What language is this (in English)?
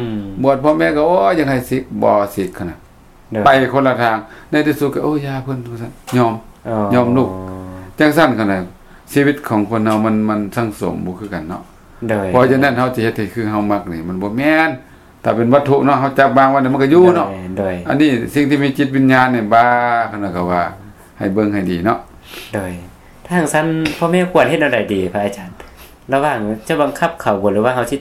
Lao